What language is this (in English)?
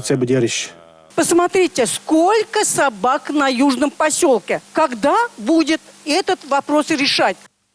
Chuvash